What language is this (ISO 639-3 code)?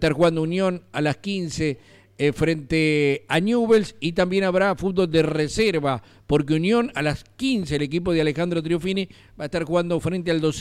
spa